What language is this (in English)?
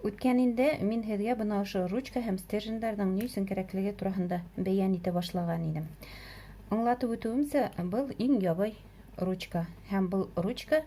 Bashkir